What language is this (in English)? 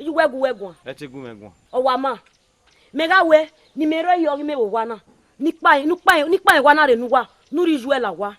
Bini